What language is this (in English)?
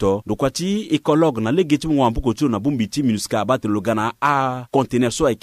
Sango